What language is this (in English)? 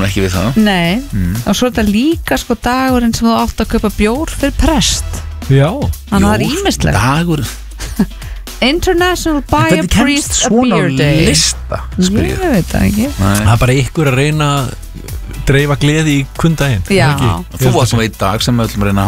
Icelandic